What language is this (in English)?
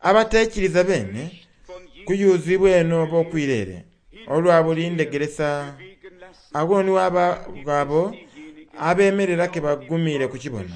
Soga